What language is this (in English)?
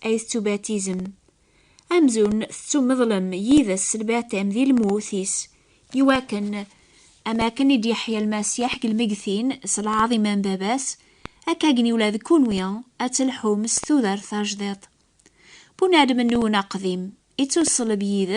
Kabyle